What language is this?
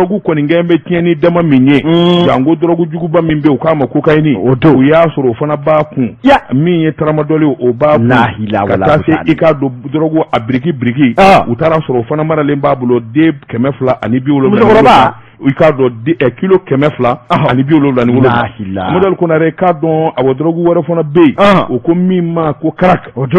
Bambara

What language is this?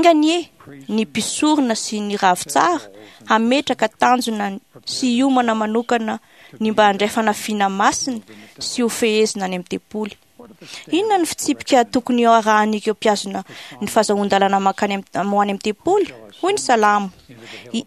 Malagasy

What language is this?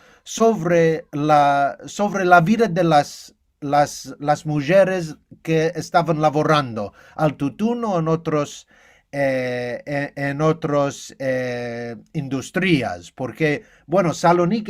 Ladino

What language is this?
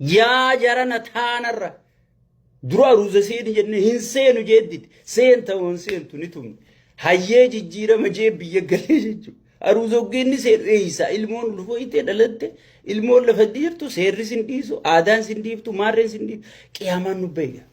Oromo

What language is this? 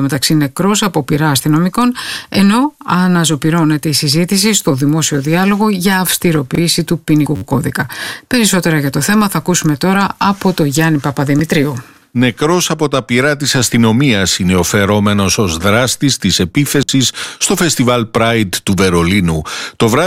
Greek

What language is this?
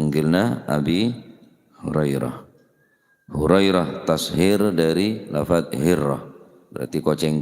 Madurese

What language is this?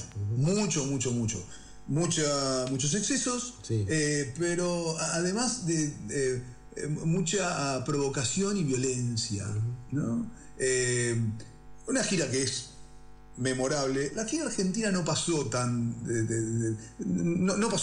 Spanish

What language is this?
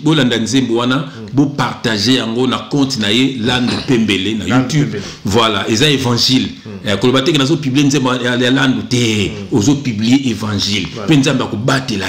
Lingala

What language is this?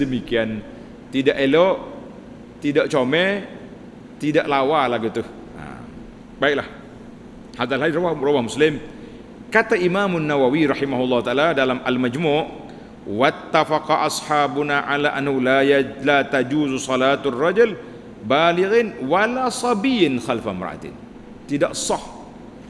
Malay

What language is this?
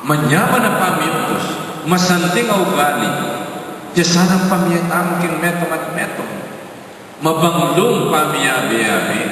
Pampanga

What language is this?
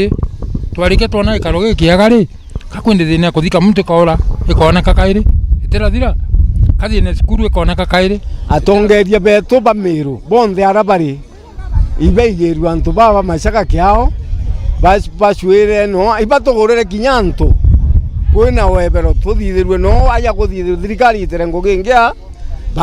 Meru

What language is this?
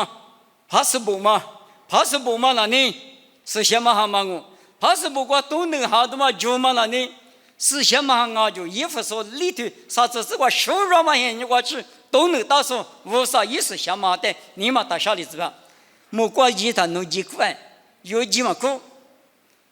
Lisu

